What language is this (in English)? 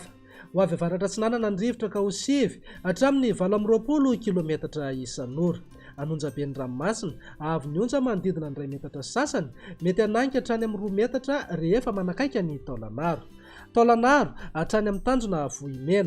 Malagasy